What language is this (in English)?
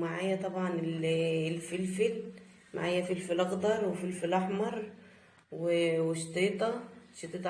Egyptian Arabic